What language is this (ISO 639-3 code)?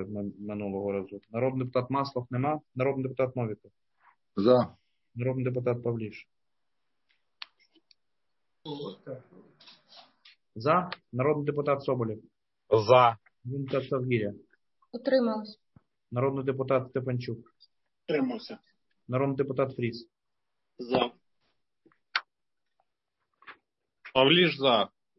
ukr